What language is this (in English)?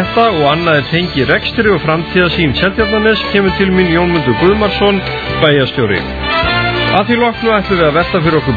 Icelandic